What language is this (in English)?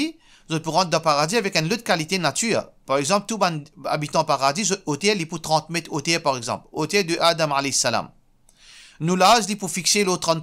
Morisyen